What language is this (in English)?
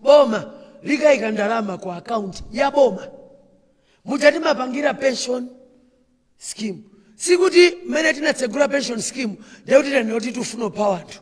Nyanja